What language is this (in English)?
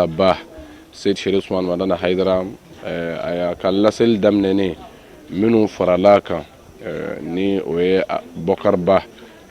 Bambara